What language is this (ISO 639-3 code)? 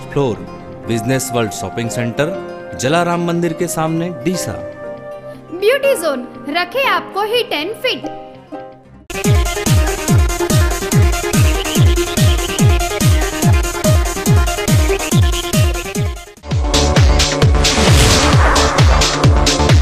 guj